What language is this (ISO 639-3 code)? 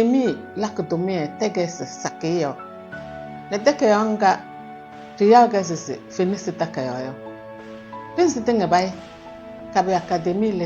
kbp